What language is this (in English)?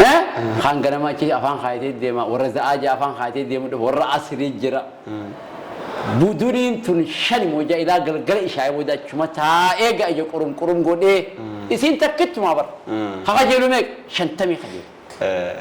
Oromo